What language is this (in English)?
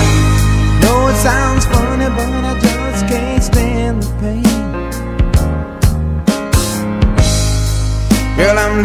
English